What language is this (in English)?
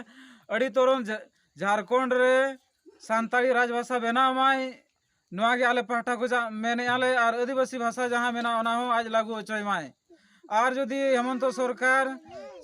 Santali